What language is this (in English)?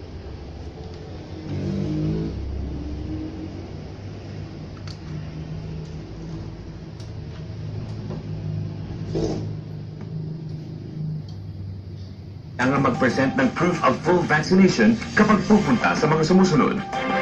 Filipino